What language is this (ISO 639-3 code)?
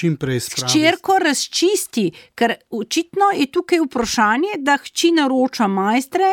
slv